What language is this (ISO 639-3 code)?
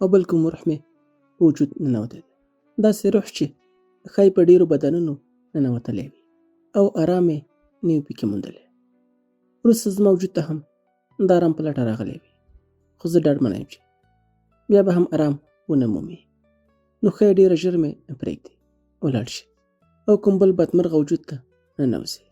pus